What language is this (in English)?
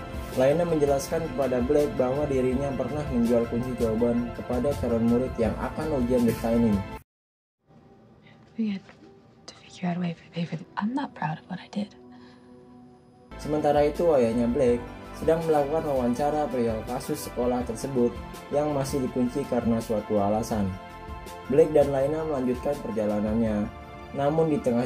Indonesian